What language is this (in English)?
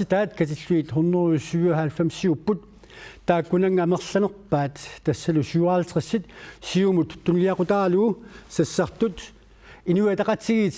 Kalaallisut